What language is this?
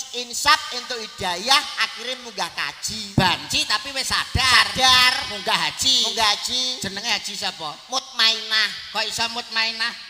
Javanese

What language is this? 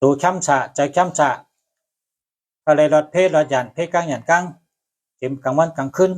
Shan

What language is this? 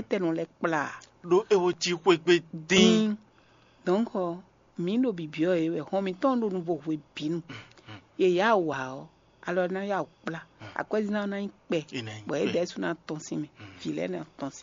Fon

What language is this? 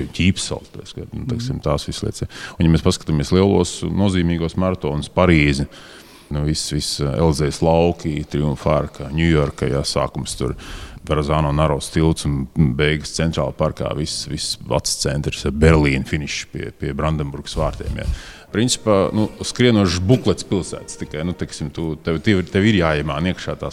Latvian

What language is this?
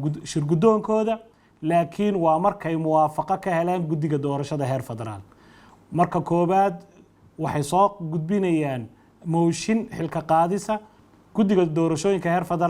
Somali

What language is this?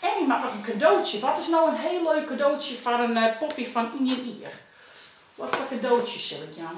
Western Frisian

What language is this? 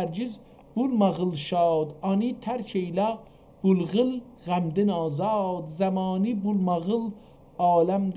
South Azerbaijani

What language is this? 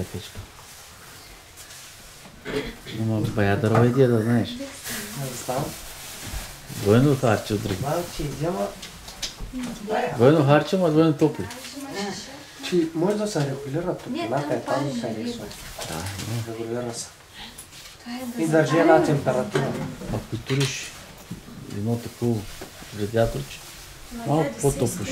Bulgarian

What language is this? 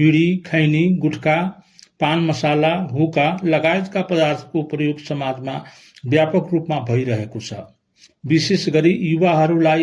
Nepali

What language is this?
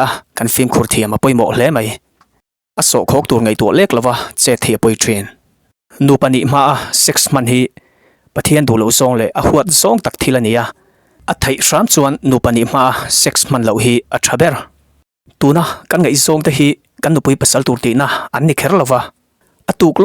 Mizo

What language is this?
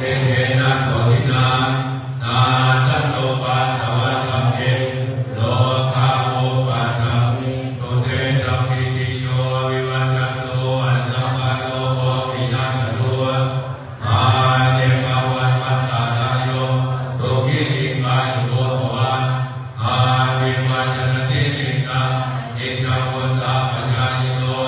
Pali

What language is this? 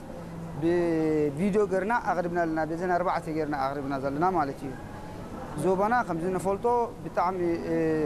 Tigrinya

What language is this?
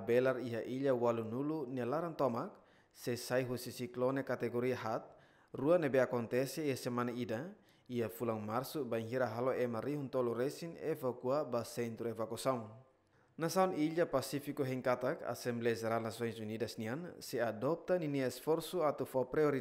Tetum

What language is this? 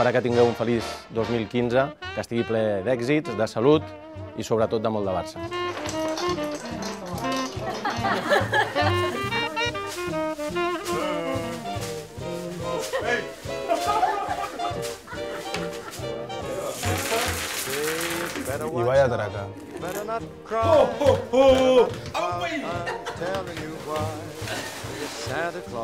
Catalan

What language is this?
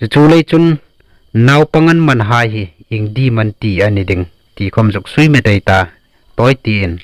Hmar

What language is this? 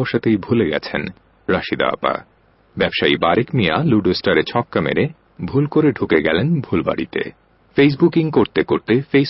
Bangla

